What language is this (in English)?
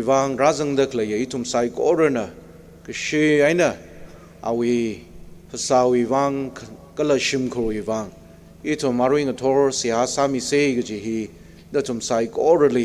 Tangkhul Naga (India)